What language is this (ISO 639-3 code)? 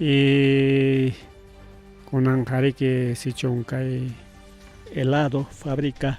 quy